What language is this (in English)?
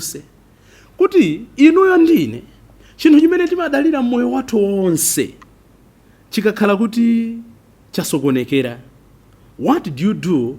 Nyanja